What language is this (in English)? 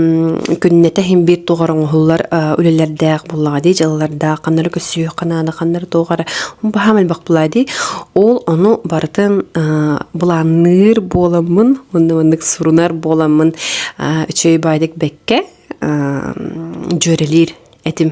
Yakut